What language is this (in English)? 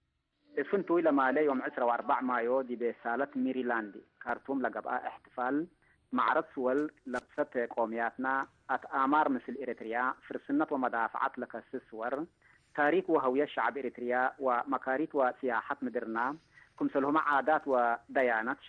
Tigre